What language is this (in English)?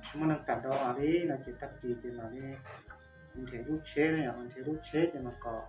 Hmong